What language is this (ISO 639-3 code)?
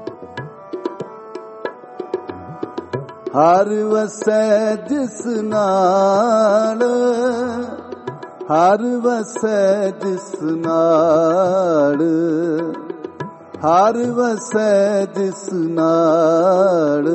pan